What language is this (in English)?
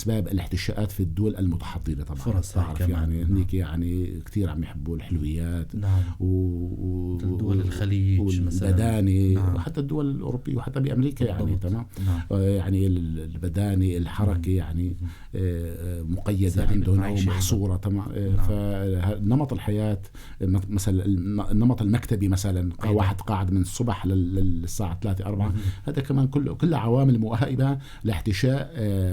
North Levantine Arabic